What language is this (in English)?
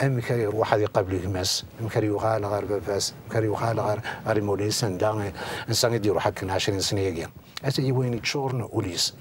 Kabyle